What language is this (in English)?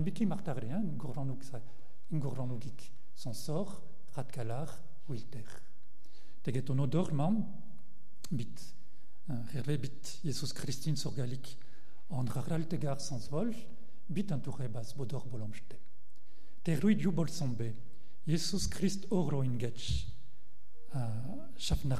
Breton